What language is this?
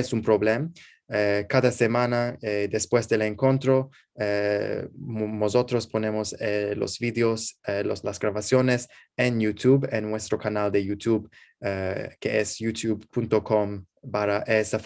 Ladino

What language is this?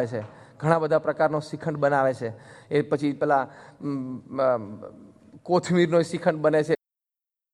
Gujarati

